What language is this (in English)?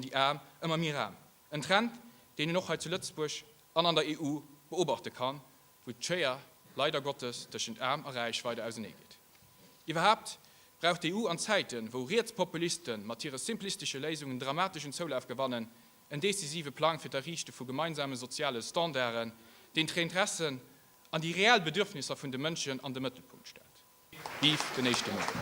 Luxembourgish